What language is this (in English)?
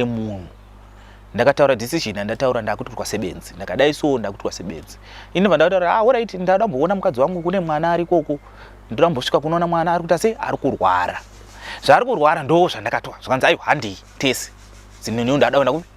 Shona